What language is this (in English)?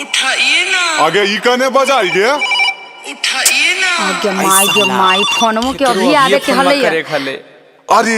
Magahi